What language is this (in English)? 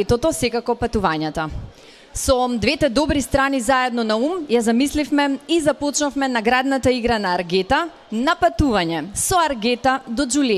Macedonian